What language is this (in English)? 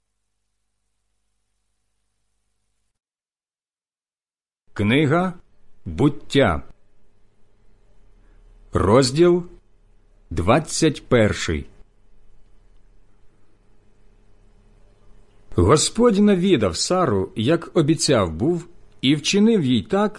Ukrainian